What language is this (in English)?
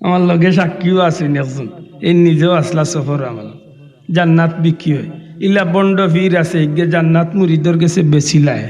Sylheti